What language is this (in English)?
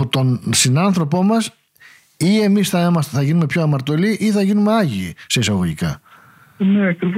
Greek